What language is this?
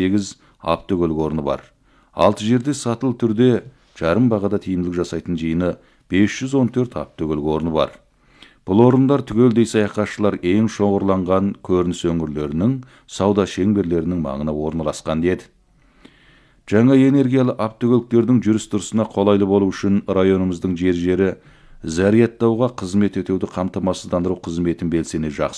Kazakh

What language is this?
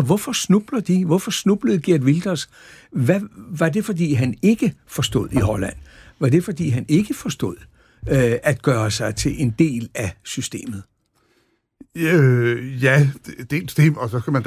Danish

